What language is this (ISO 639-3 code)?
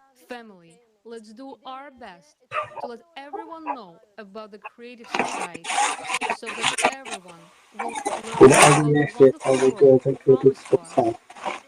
nya